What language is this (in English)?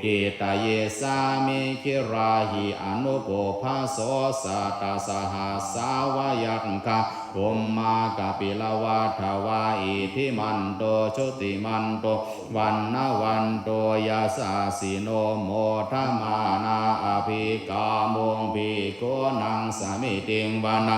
Shan